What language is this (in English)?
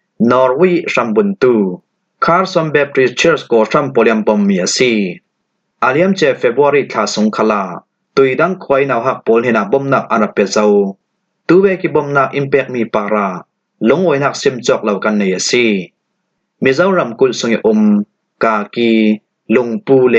Falam Chin